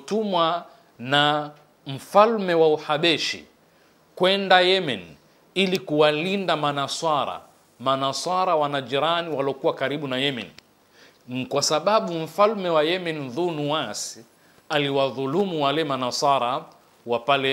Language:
Swahili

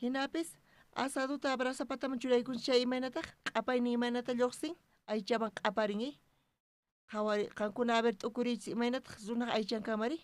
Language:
South Bolivian Quechua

